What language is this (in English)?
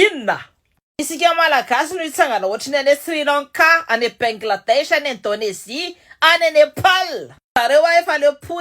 Malagasy